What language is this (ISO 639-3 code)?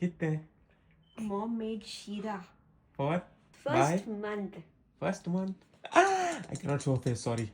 kok